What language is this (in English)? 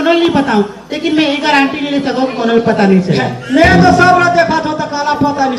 Chhattisgarhi